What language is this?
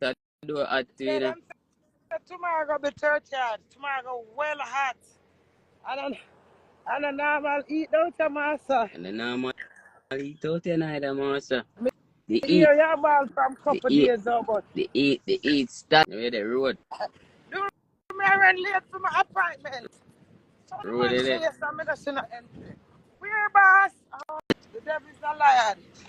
Jamaican Creole English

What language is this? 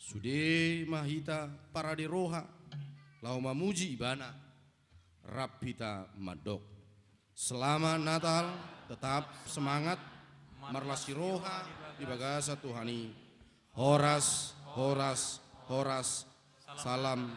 Batak Toba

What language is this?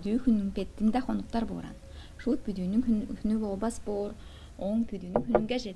Tuvinian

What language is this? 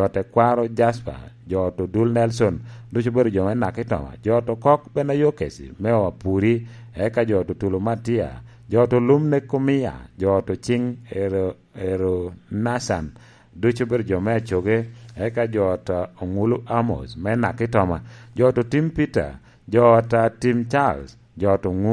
Lango (Uganda)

